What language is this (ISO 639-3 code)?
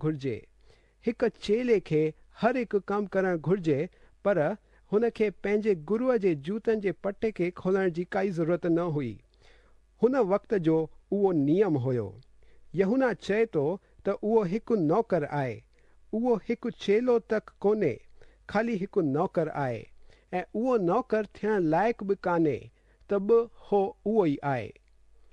snd